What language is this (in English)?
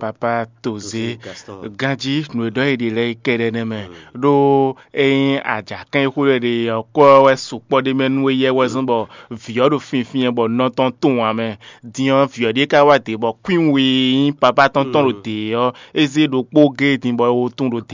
Fon